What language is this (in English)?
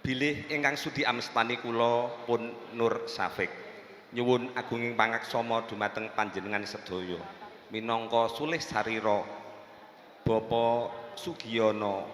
Javanese